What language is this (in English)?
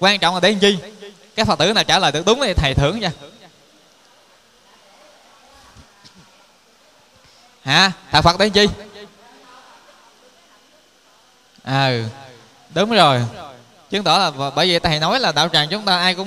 Vietnamese